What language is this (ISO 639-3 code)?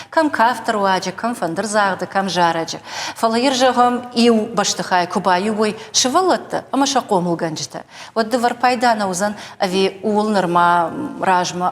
oss